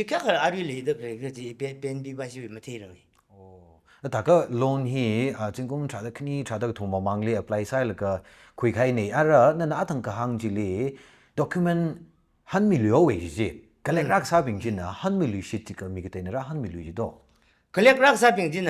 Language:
Tangkhul Naga (India)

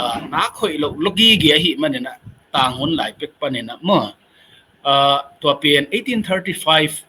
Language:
Tedim Chin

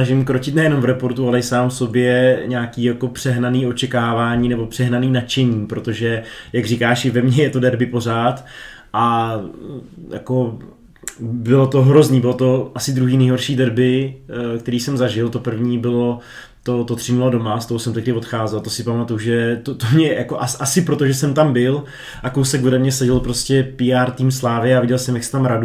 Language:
Czech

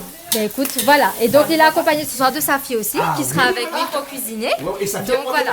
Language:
Réunion Creole French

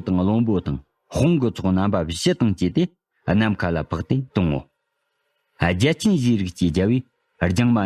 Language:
Tibetan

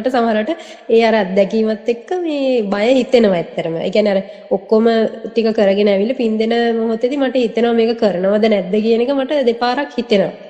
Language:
Sinhala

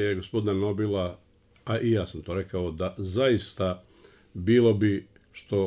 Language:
Bosnian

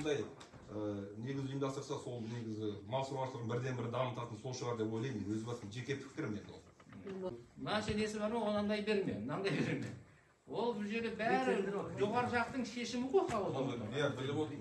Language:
Kazakh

